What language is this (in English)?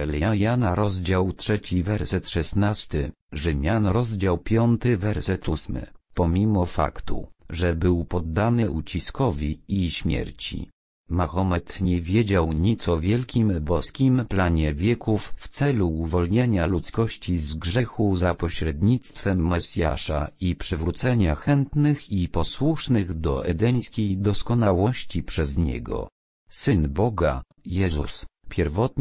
Polish